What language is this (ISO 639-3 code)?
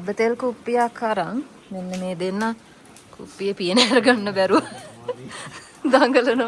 sin